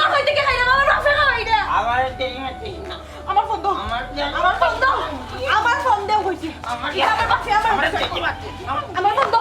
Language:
Sylheti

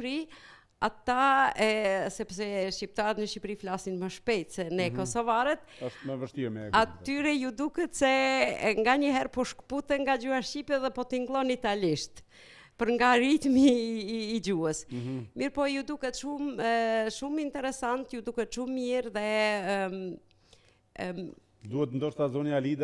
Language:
Albanian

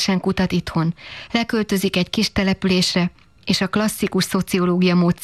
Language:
Hungarian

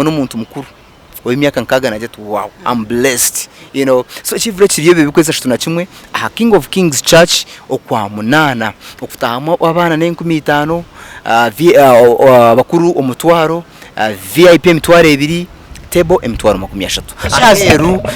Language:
Nyankole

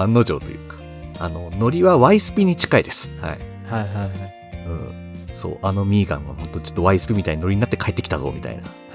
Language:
Japanese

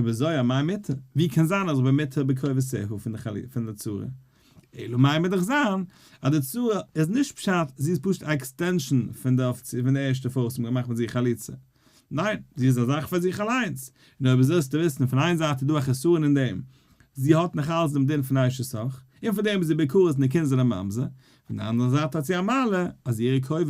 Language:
Yiddish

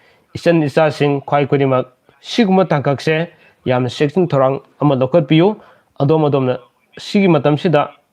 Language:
Manipuri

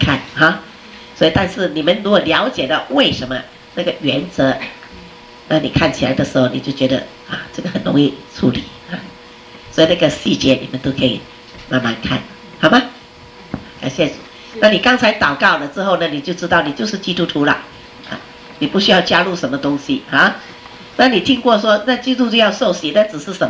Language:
Chinese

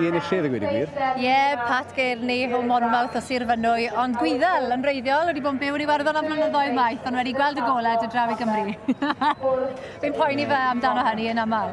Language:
Welsh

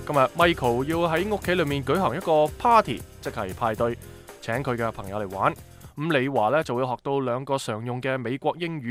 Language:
Cantonese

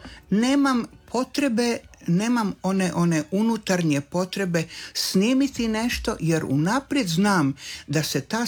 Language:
Croatian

